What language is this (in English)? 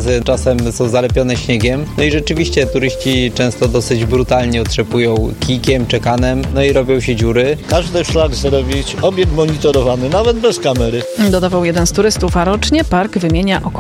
Polish